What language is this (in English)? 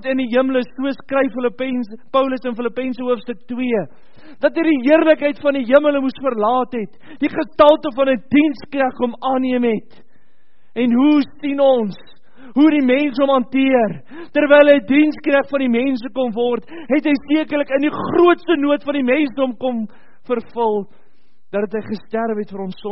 Afrikaans